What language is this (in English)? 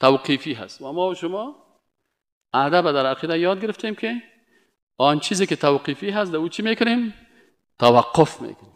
Persian